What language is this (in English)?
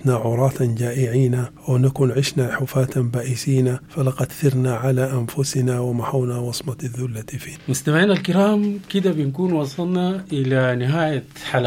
Sudanese Arabic